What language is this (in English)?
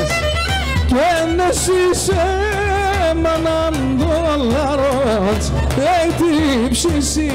Greek